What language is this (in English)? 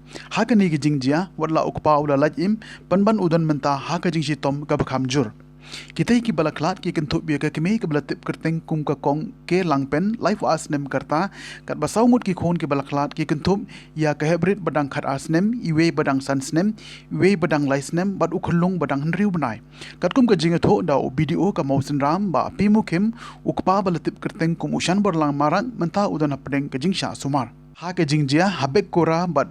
Khasi